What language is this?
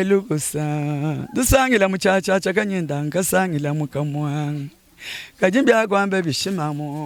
Luba-Lulua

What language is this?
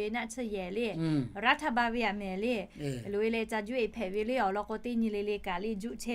Lahu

